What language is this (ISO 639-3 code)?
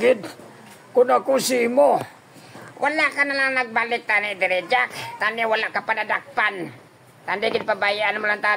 hil